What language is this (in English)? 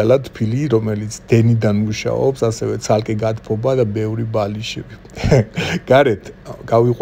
Georgian